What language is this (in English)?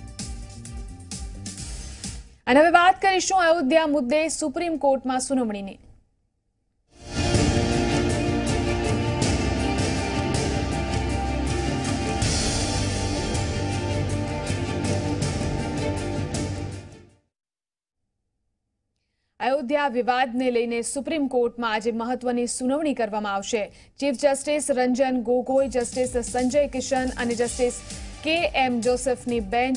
Gujarati